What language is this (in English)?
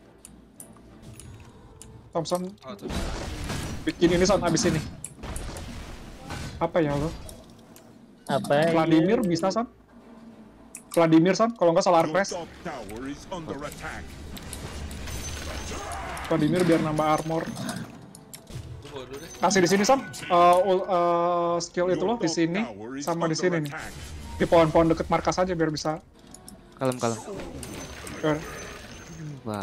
Indonesian